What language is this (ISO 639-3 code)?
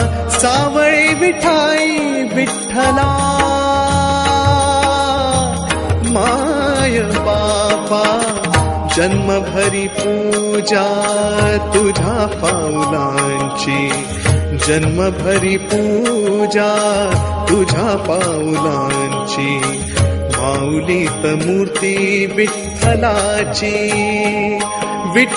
mar